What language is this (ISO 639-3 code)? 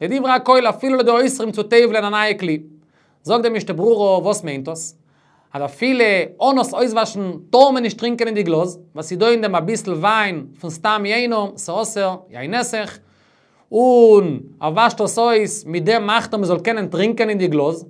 yid